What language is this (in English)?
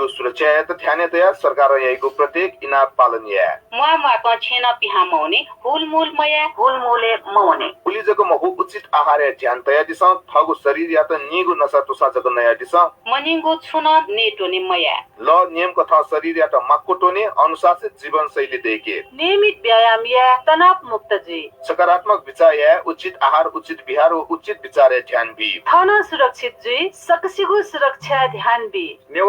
Newari